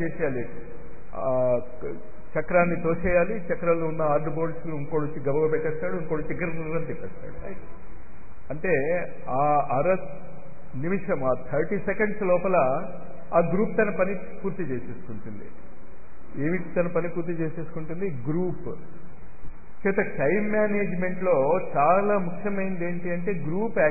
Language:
Telugu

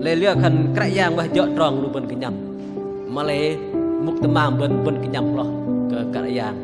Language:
Bahnar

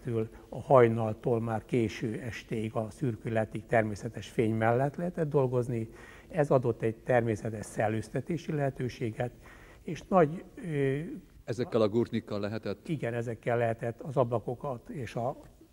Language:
Hungarian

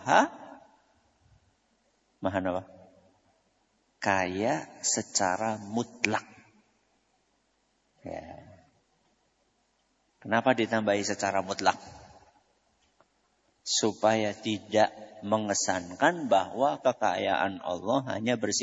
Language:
Indonesian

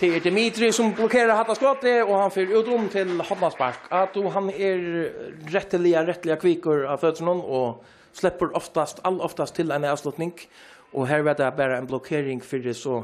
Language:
Faroese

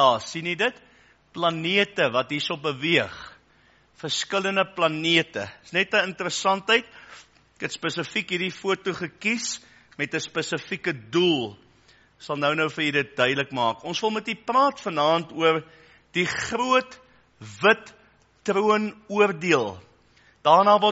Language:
Afrikaans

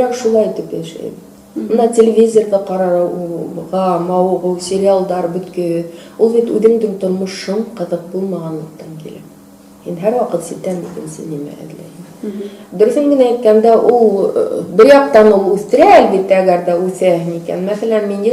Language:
Bashkir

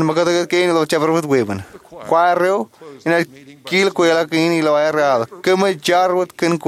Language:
Marshallese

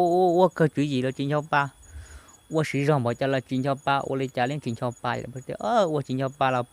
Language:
Hmong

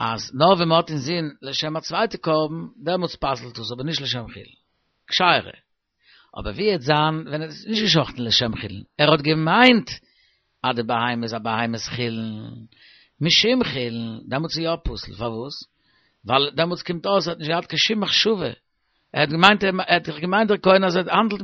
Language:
Yiddish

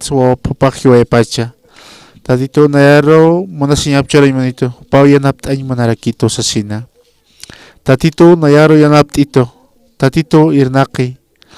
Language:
Aymara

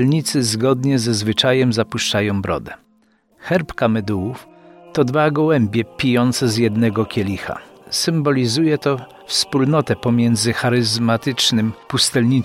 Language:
Polish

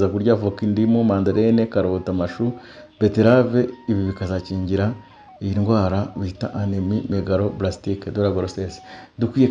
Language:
Kinyarwanda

